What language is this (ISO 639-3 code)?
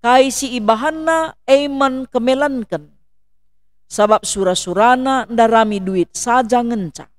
btx